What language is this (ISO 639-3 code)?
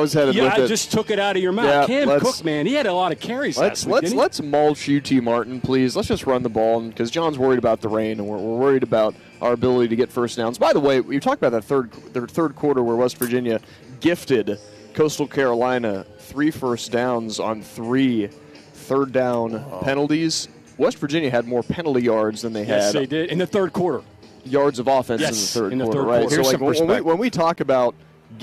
eng